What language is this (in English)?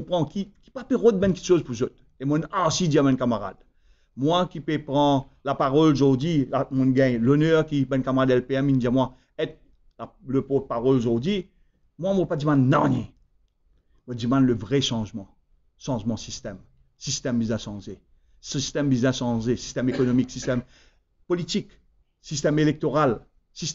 Morisyen